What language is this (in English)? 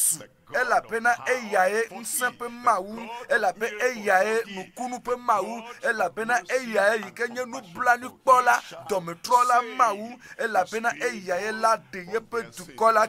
Ewe